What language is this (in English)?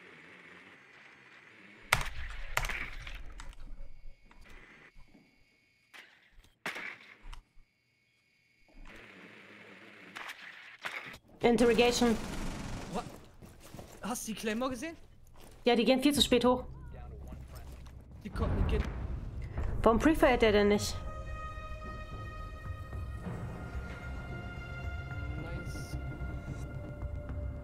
German